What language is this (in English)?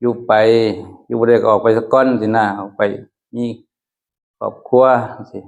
Northeastern Thai